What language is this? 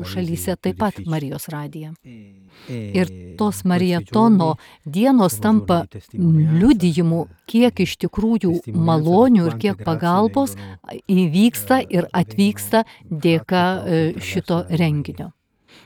Lithuanian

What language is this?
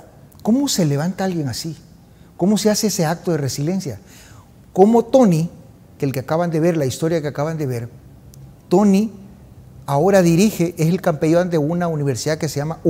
Spanish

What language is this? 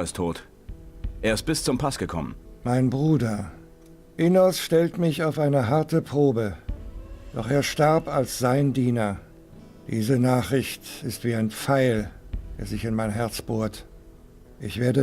Bavarian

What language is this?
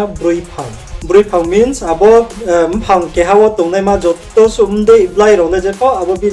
Riang (India)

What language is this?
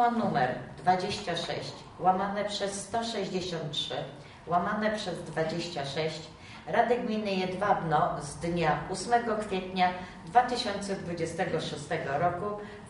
Polish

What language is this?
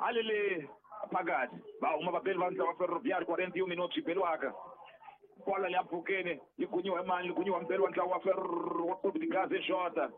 Tsonga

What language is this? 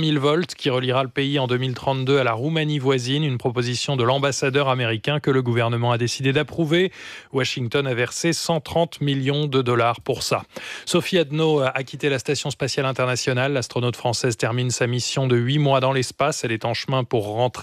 French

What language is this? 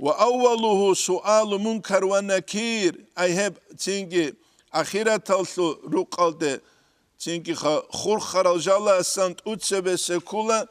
Avaric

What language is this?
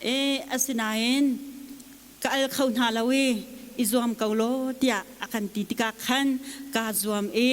Hakha Chin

